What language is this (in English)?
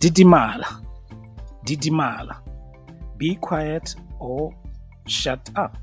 Tswana